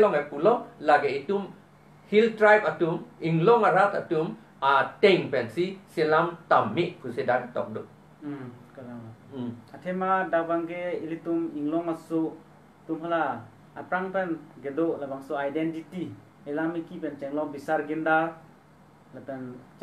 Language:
Karbi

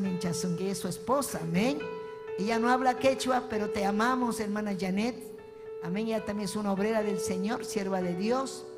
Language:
Ayacucho Quechua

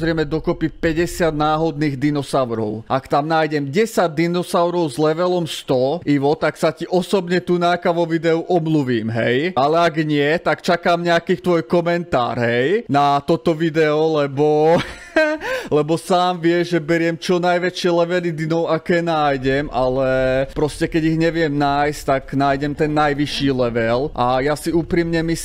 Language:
Slovak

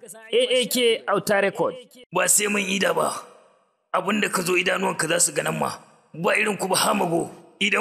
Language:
Hausa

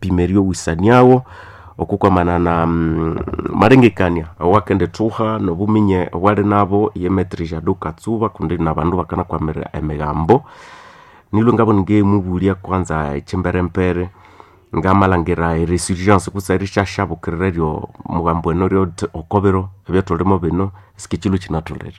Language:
Nande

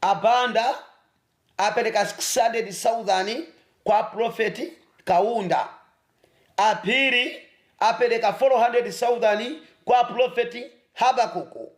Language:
Nyanja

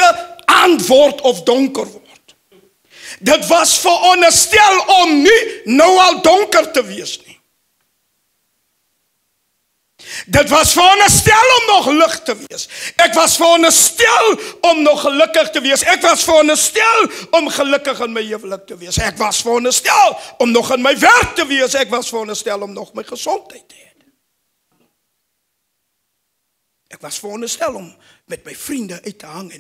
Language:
Afrikaans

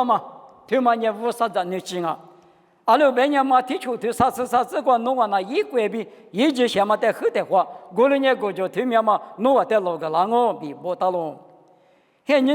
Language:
Lisu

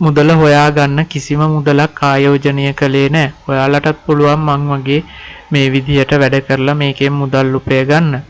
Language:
Sinhala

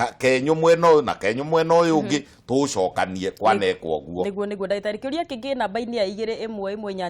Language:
Kikuyu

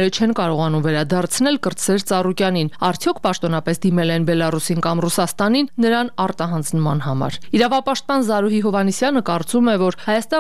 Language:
Armenian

